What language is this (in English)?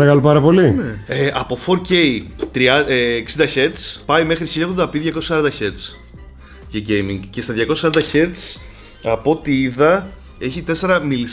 Greek